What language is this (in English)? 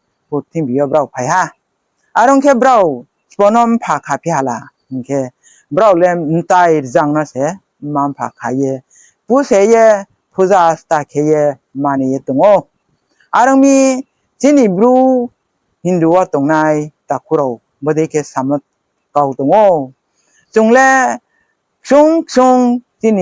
Riang (India)